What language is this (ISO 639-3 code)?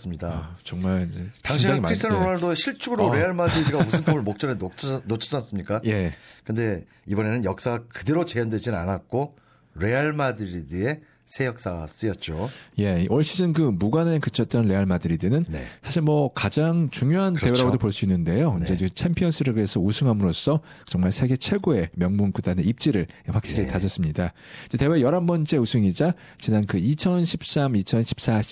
kor